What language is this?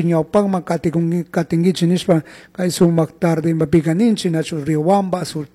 Chimborazo Highland Quichua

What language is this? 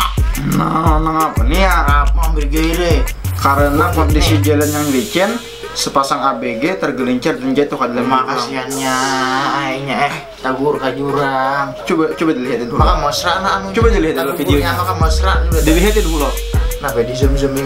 Banjar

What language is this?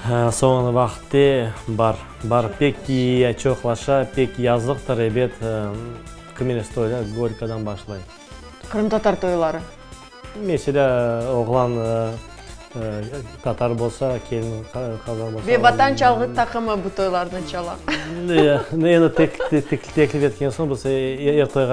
Crimean Tatar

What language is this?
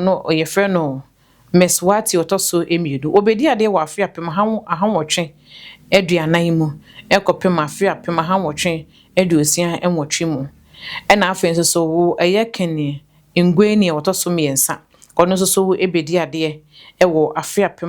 Akan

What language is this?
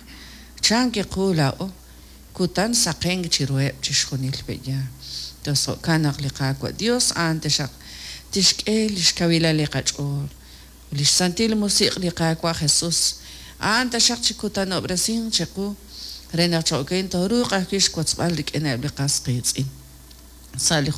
Kekchí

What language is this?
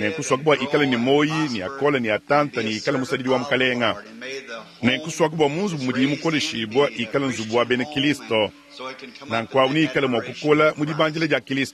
Luba-Lulua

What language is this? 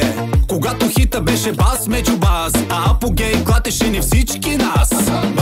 Bulgarian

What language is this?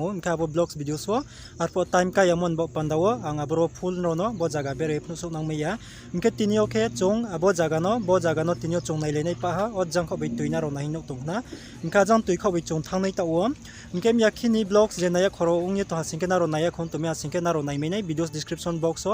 Riang (India)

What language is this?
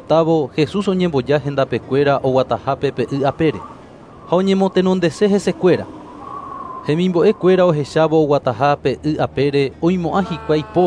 Guarani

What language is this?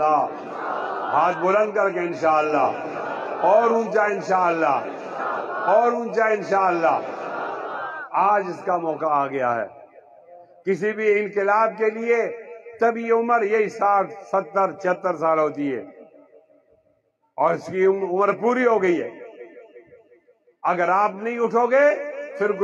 Urdu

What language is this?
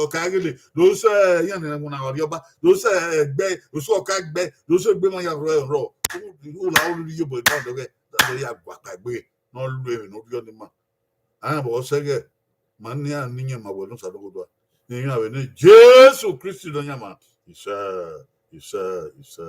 Bini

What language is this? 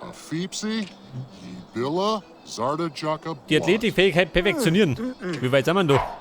Bavarian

